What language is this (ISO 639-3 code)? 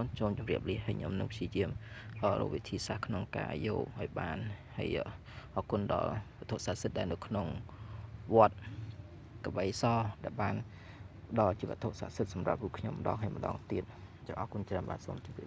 khm